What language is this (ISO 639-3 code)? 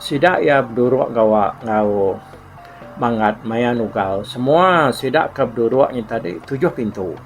iba